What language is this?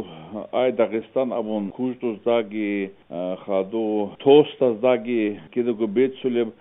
Avaric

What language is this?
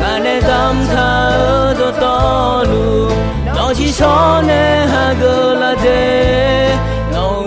Akha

